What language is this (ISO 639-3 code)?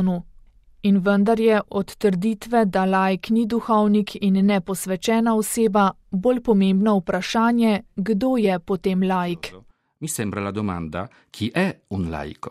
slv